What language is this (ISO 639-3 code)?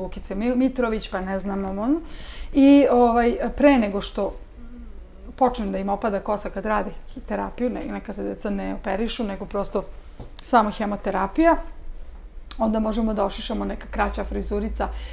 srp